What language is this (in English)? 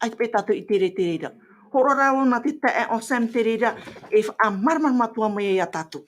Tahitian